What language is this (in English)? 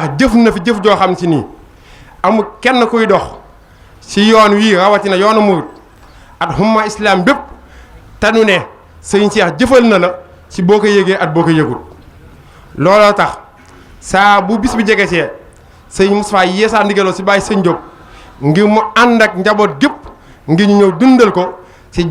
Wolof